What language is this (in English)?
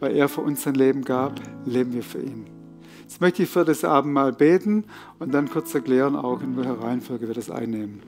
Swiss German